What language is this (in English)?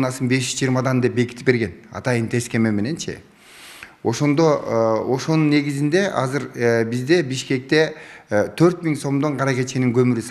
Kyrgyz